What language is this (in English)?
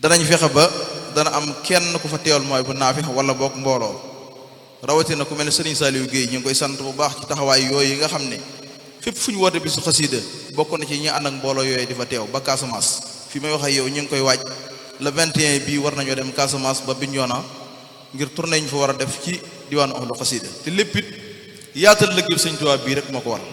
Wolof